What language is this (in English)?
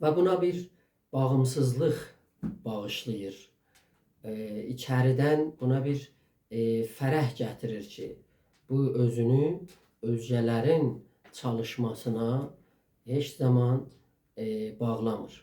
South Azerbaijani